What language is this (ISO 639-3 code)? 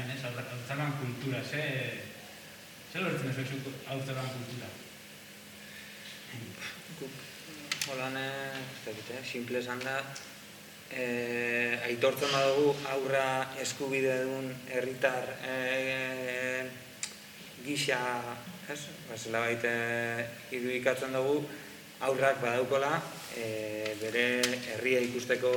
eus